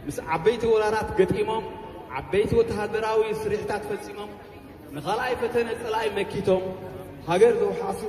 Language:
Tigrinya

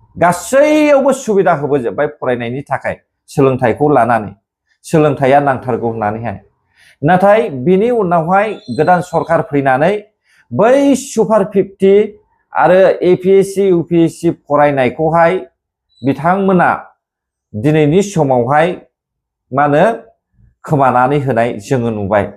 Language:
Bodo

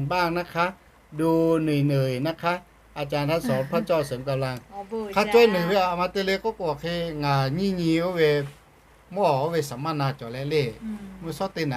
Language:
Lahu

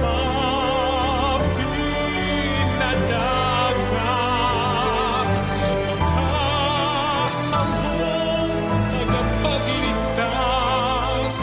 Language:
Bikol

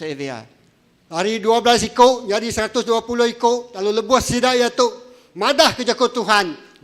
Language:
Iban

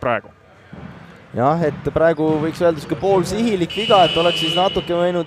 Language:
Estonian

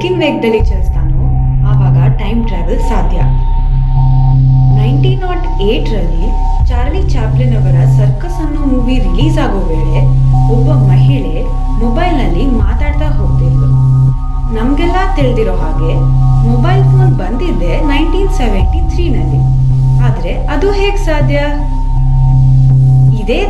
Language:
Kannada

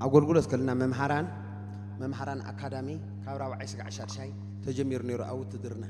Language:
Tigrinya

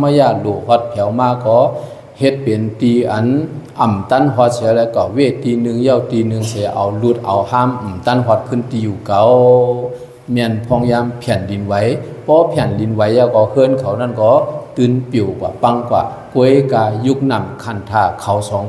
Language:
Shan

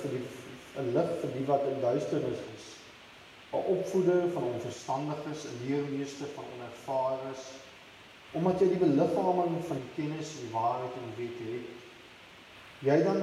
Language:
Afrikaans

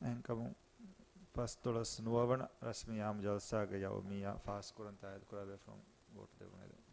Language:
Divehi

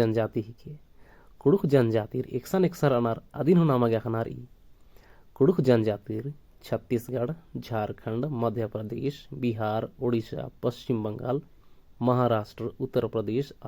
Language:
Kurukh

